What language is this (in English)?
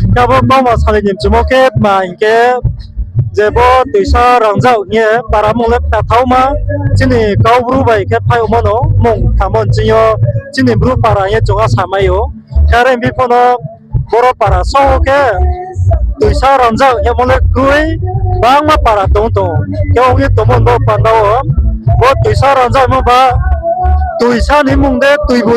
Riang (India)